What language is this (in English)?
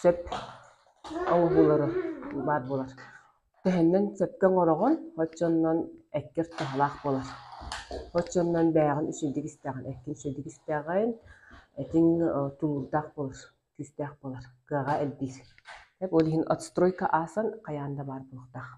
Yakut